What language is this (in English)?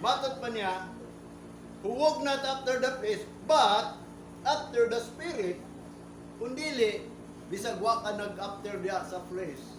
Cebuano